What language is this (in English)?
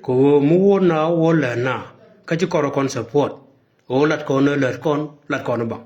Nuer